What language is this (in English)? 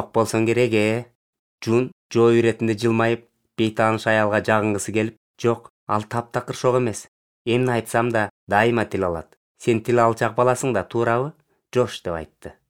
Kyrgyz